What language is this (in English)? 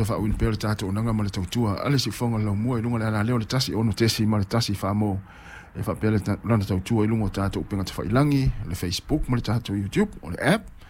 Samoan